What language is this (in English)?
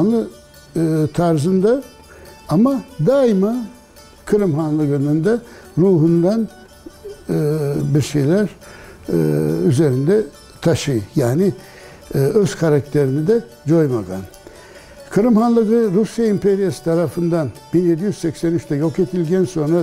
Crimean Tatar